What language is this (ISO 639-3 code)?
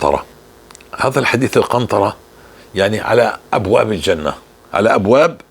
apc